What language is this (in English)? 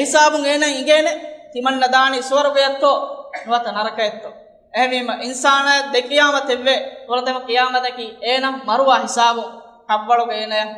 Divehi